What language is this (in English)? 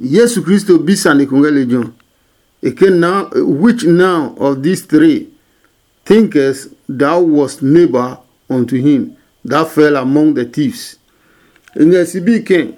Adangme